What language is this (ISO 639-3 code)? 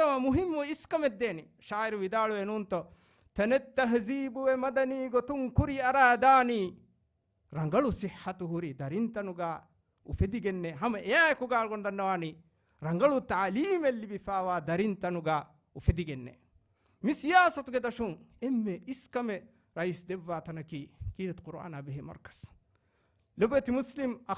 div